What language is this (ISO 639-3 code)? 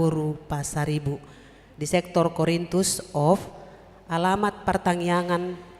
bbc